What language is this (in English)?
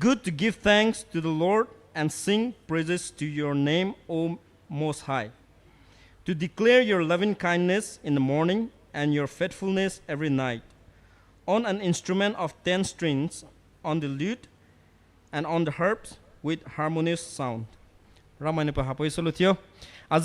Poumei Naga